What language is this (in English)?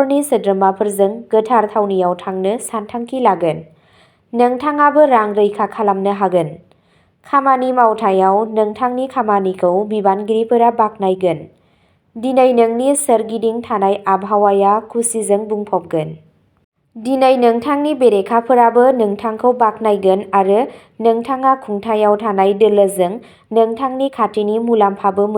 Bodo